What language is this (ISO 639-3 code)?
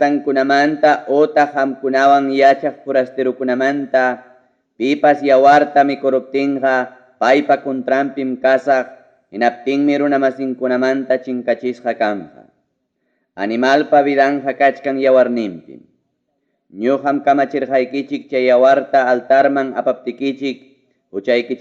quy